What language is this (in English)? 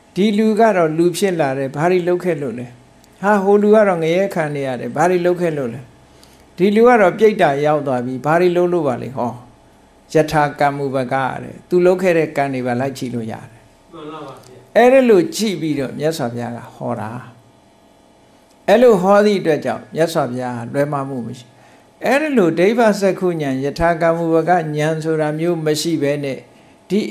Burmese